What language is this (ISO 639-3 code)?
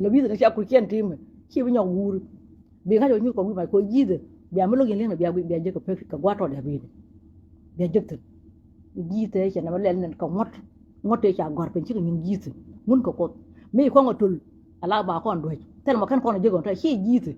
nus